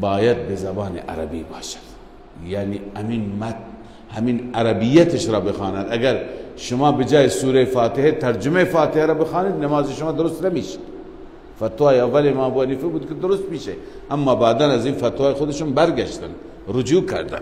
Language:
Persian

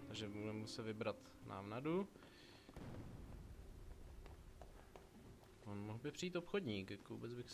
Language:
Czech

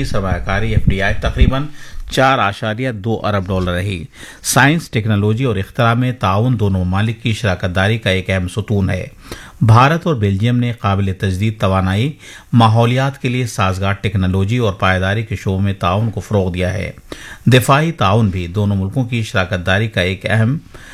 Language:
Urdu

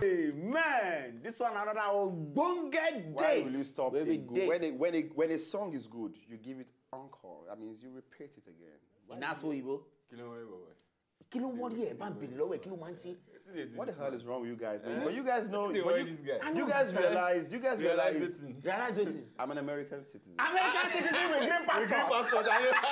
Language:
Nigerian Pidgin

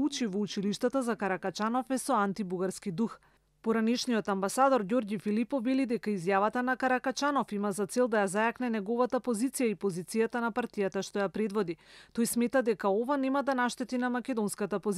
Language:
Macedonian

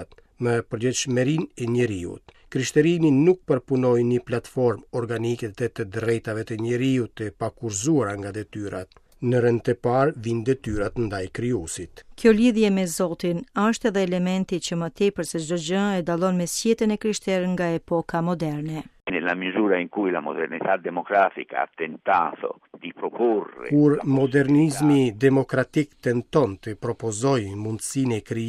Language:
Albanian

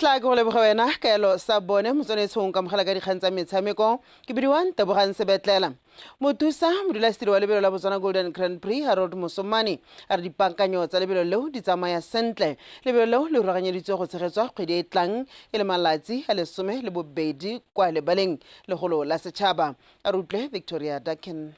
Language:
Tswana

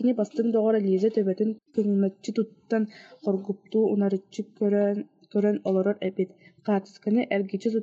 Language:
Yakut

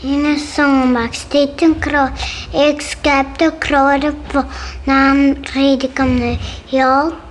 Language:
Western Frisian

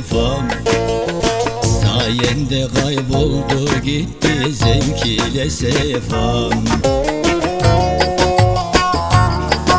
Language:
Turkish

